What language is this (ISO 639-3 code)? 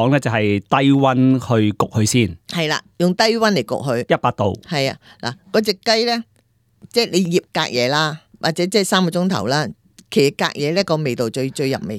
yue